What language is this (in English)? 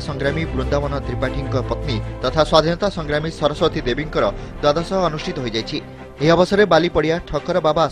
Odia